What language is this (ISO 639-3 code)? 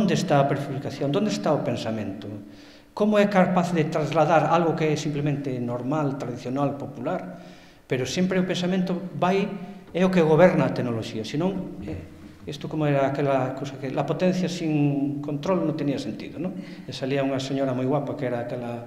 glg